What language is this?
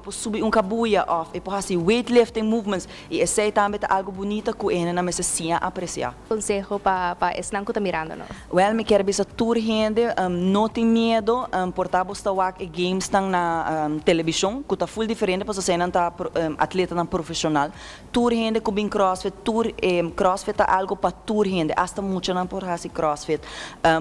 Papiamento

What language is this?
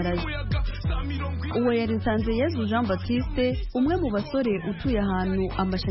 Kinyarwanda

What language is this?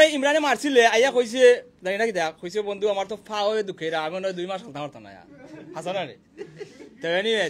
Sylheti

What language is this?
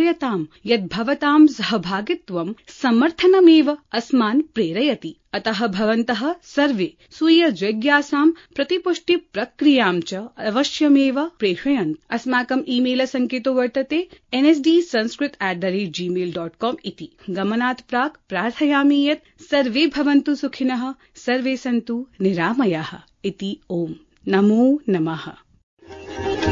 Sanskrit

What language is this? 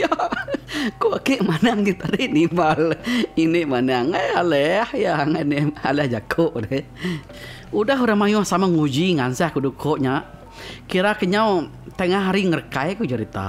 Iban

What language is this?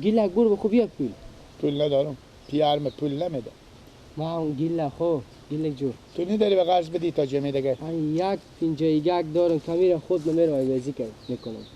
Persian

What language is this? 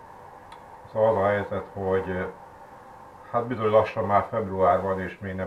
Hungarian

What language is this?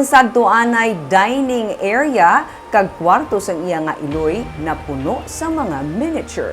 Hiligaynon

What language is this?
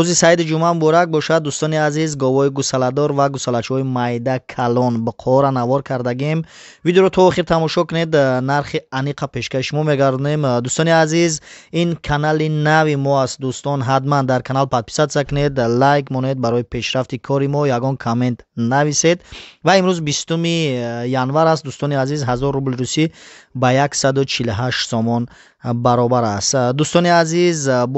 Tajik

